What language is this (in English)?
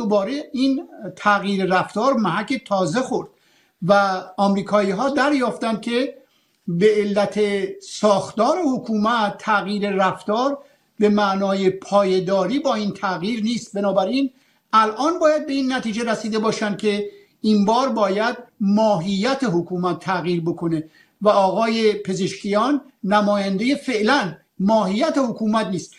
Persian